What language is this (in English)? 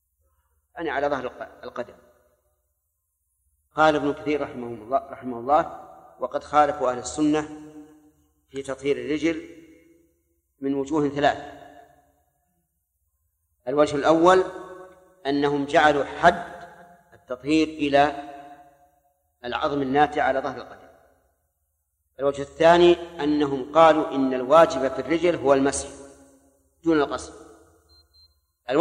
Arabic